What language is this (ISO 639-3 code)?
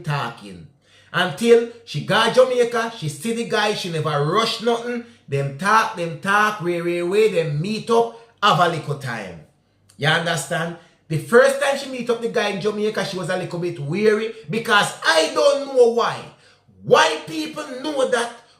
jam